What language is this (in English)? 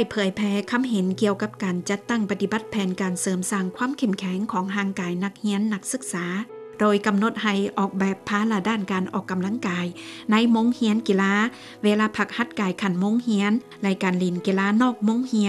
Lao